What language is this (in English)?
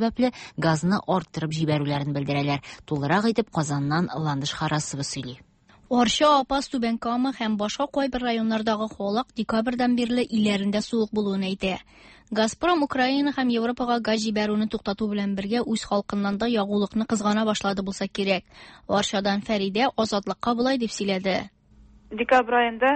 Tatar